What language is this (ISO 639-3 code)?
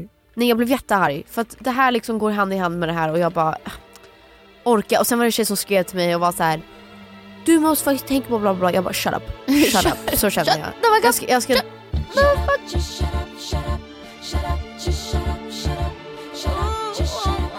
swe